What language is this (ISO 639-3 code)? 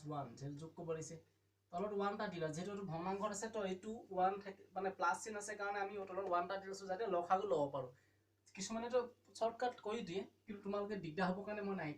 asm